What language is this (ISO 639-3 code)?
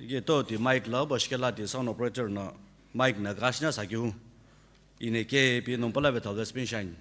nsm